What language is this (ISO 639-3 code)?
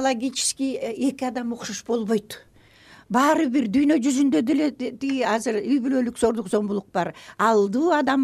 kir